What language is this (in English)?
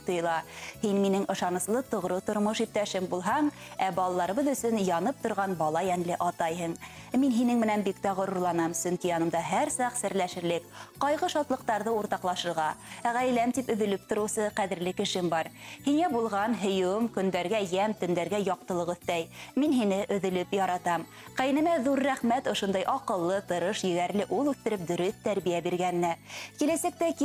Bashkir